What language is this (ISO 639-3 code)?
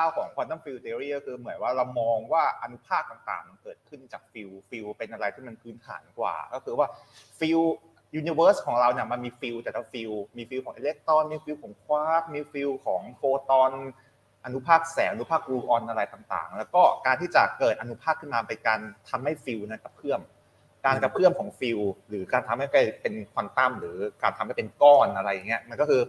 tha